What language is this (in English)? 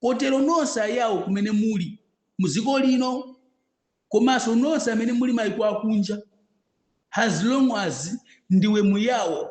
Nyanja